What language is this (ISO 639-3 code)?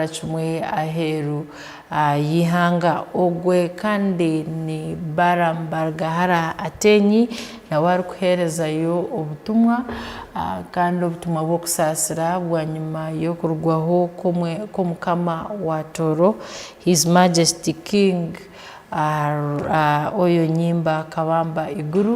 ttj